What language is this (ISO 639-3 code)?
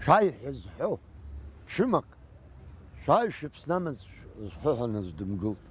abk